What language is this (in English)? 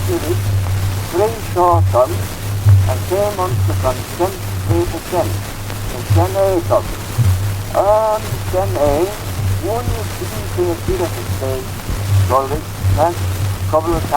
Manx